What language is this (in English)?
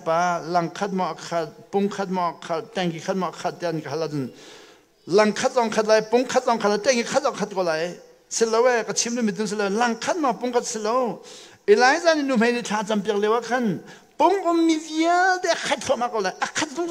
Hakha Chin